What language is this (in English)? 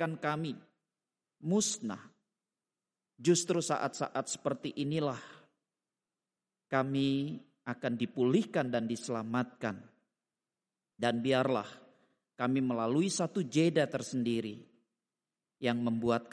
Indonesian